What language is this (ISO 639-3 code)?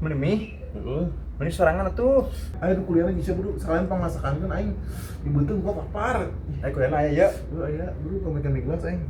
sun